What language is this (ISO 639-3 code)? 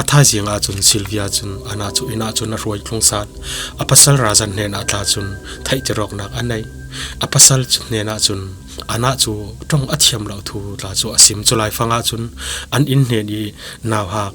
cfm